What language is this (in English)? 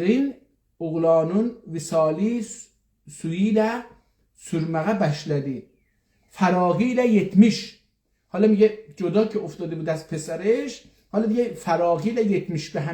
South Azerbaijani